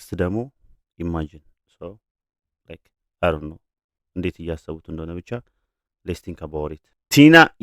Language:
Amharic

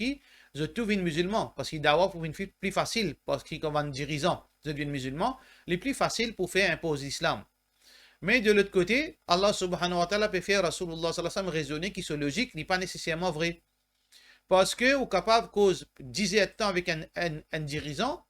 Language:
Morisyen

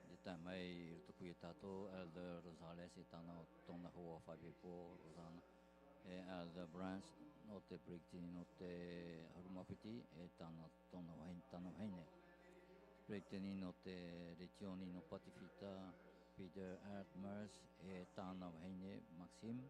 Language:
Tahitian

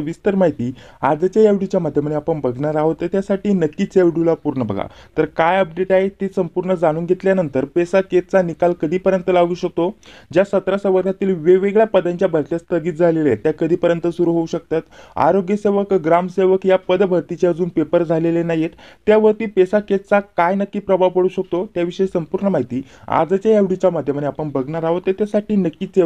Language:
Marathi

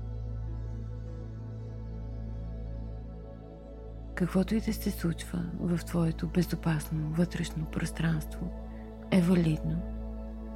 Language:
Bulgarian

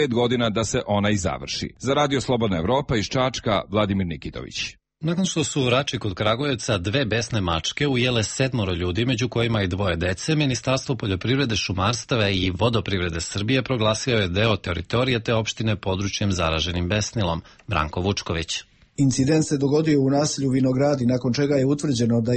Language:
Serbian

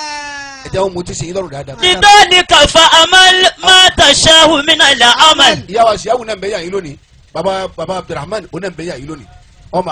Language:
Yoruba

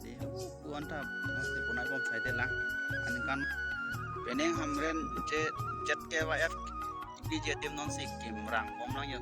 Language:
Karbi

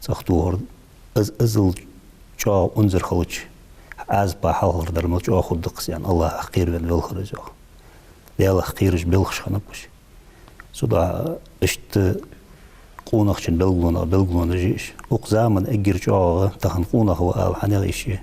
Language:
Ingush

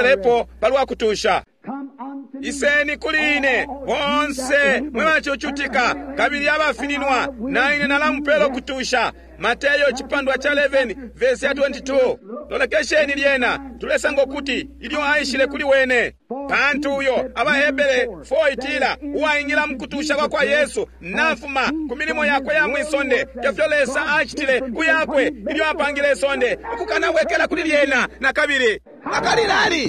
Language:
Bemba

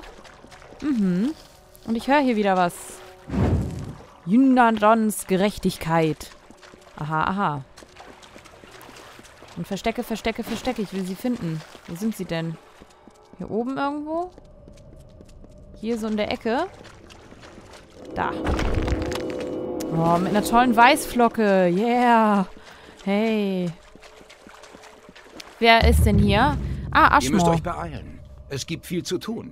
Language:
German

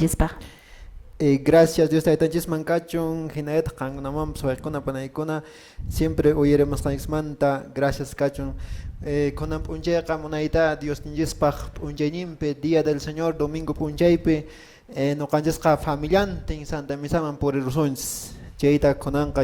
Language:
Quechua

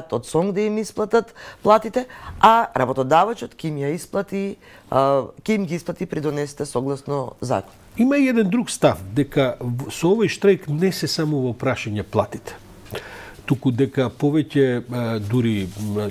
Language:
Macedonian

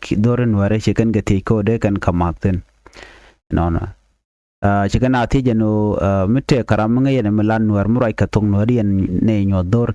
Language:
Nuer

